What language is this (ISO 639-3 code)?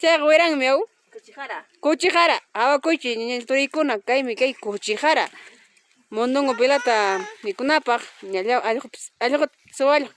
quy